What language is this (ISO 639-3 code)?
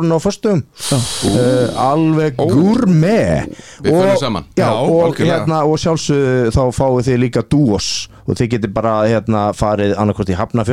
isl